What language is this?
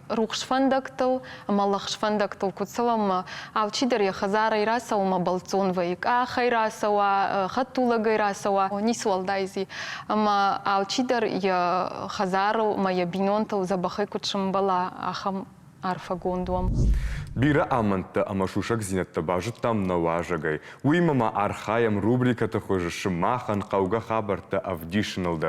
Ossetic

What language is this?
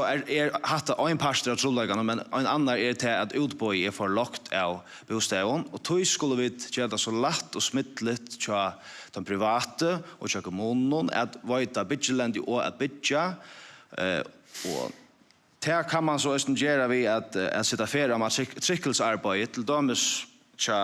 Faroese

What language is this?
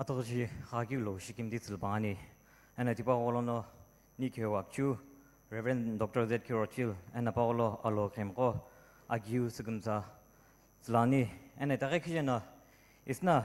Sumi Naga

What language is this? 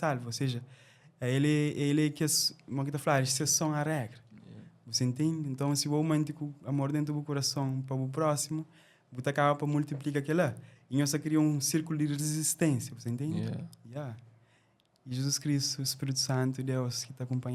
Kabuverdianu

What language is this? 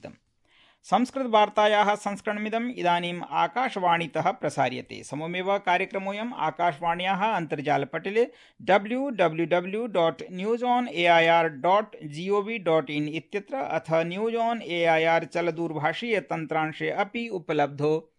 Sanskrit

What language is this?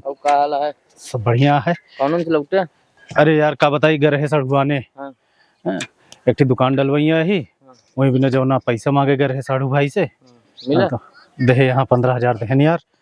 Awadhi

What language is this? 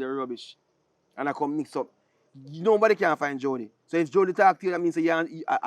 Jamaican Creole English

